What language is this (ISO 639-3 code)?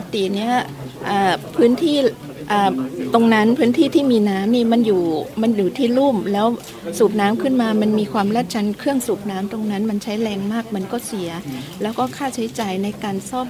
tha